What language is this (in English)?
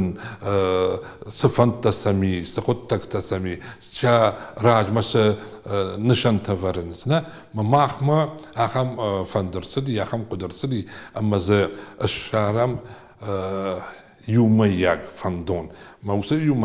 Ossetic